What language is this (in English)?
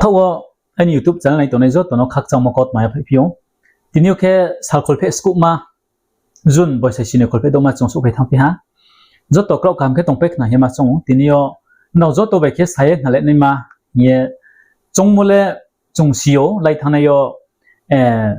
Riang (India)